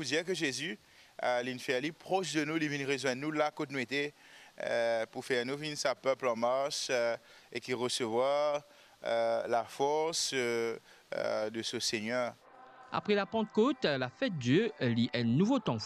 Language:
Morisyen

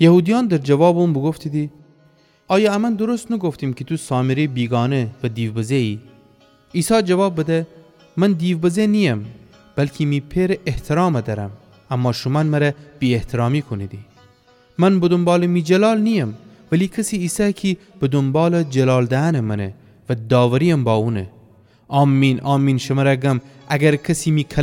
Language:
Gilaki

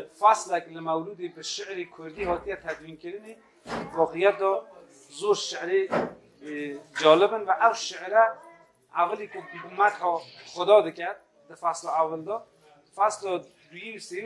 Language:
Kurdish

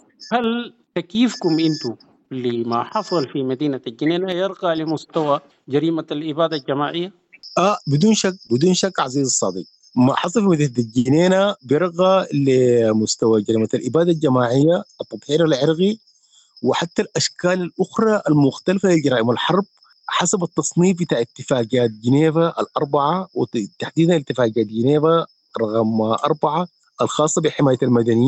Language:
Sudanese Arabic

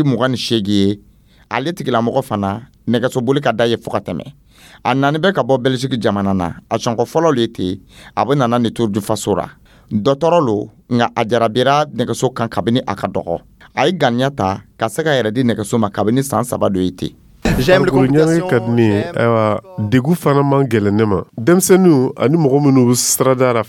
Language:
Dyula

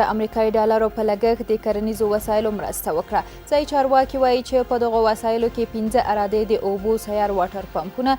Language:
Pashto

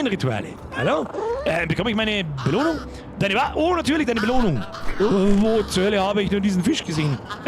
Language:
Bavarian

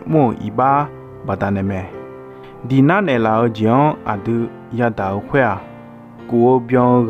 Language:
Akha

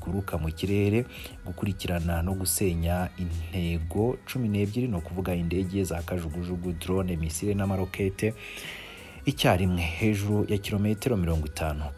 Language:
Kinyarwanda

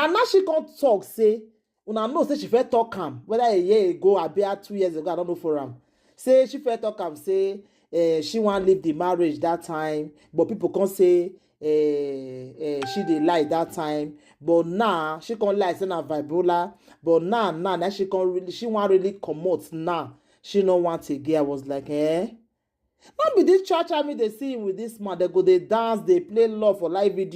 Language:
Nigerian Pidgin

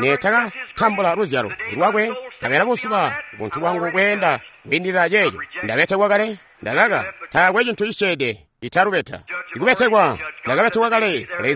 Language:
Tonga (Zambia)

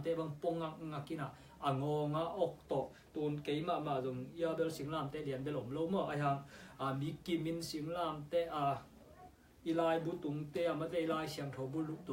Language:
Tedim Chin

